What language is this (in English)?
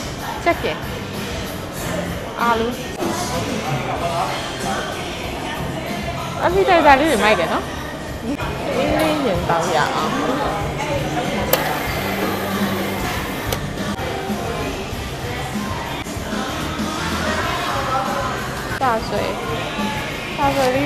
Burmese